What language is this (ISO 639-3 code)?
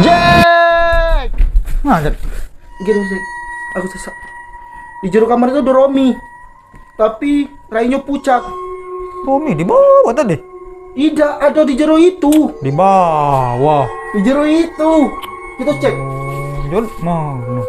mui